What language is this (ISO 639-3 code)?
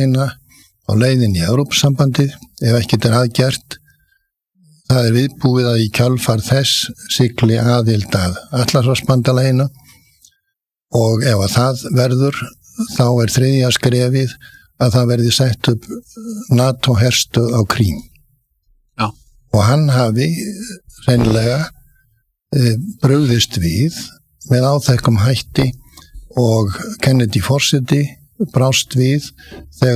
isl